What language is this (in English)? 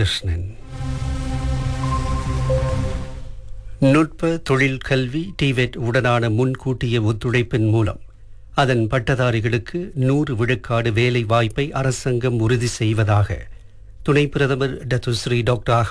Tamil